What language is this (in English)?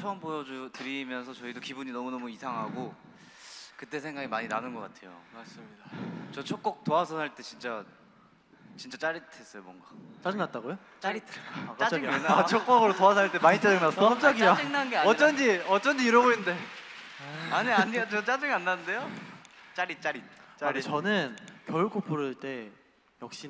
Korean